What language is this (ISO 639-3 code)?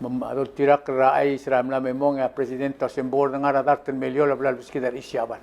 pau